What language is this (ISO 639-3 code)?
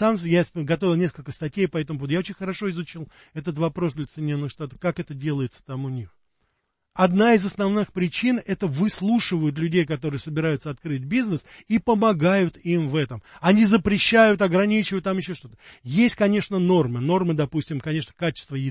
rus